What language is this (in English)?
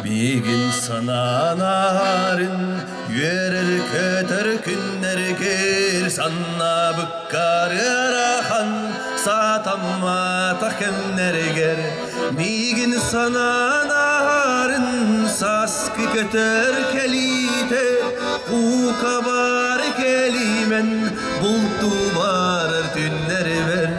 Yakut